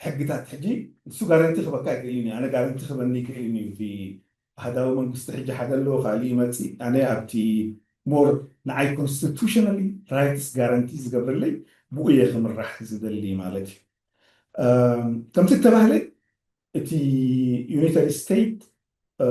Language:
Tigrinya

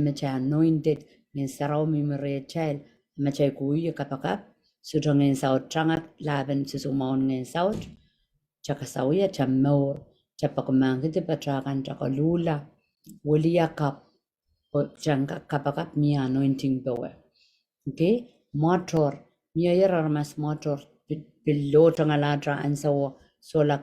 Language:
Pohnpeian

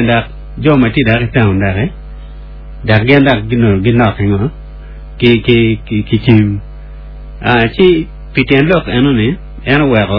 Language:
Acoli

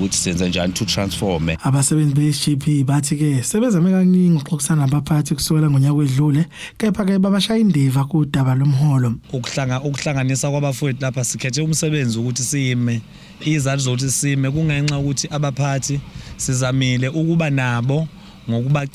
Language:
Zulu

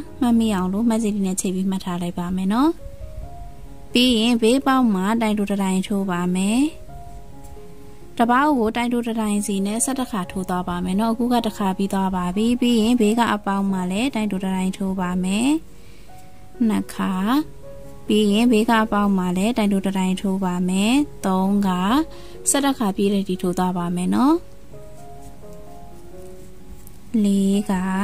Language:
Burmese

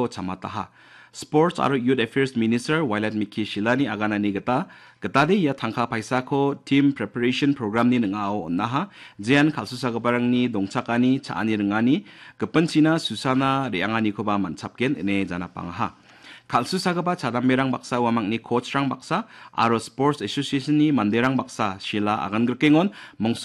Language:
Garo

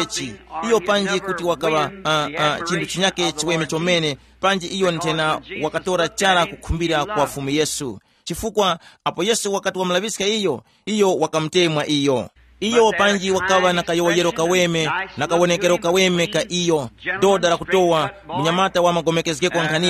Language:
Tumbuka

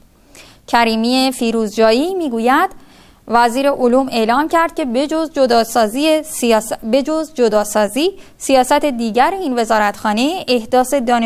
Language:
Persian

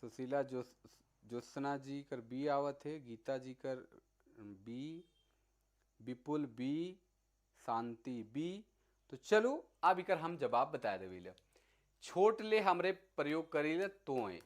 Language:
Sadri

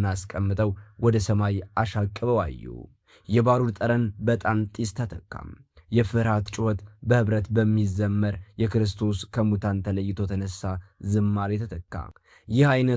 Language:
Amharic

